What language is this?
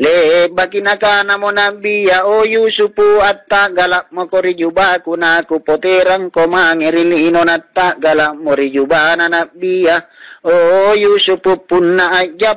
Makasar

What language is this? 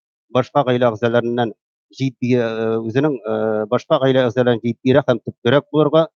Tatar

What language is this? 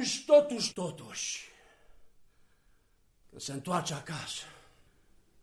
Romanian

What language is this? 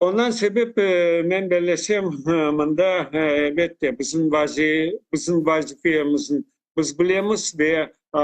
Crimean Tatar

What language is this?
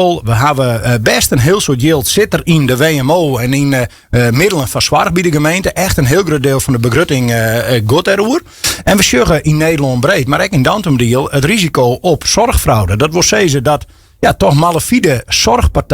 Western Frisian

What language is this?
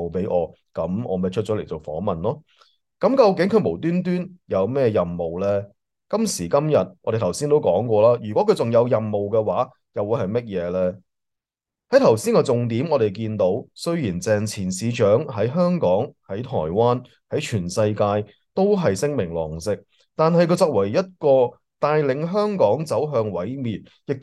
Cantonese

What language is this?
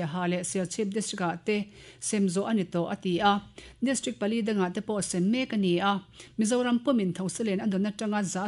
Mizo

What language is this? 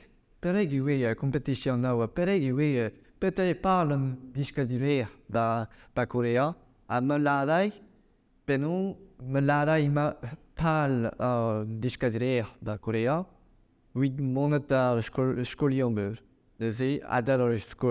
Breton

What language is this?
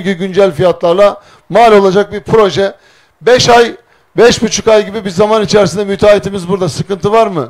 Turkish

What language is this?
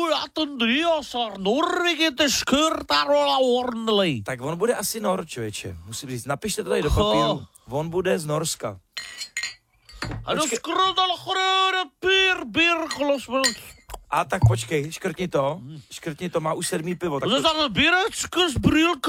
Czech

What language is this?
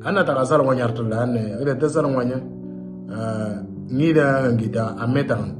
Moro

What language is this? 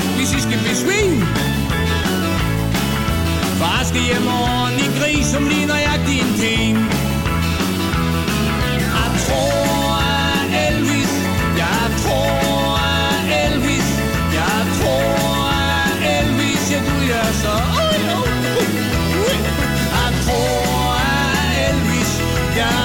Danish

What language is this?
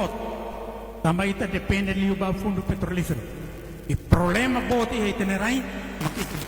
Tetum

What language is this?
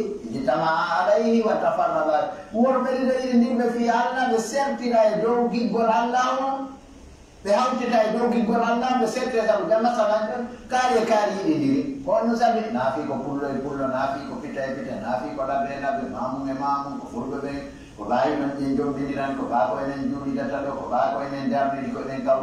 Pular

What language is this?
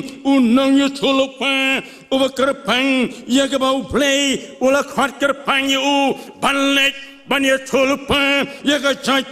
Khasi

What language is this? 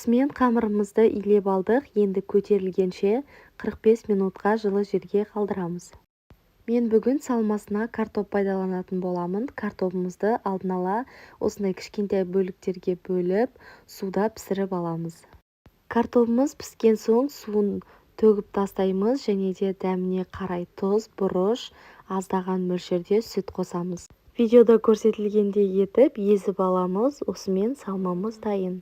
Kazakh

